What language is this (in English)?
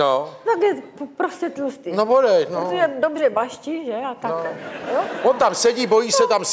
Czech